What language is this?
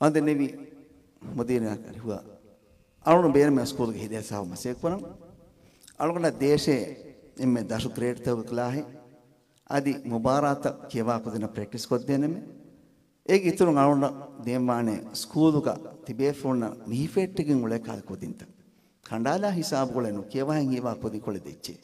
Divehi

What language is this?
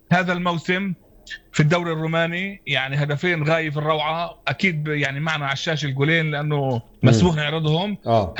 North Levantine Arabic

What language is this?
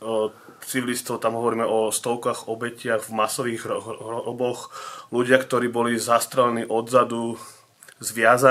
Slovak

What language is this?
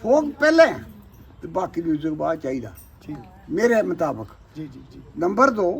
Dogri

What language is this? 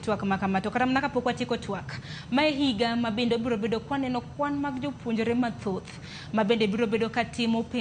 Luo (Kenya and Tanzania)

